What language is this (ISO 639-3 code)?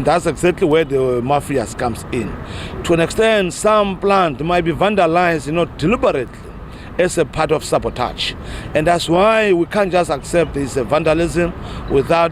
ven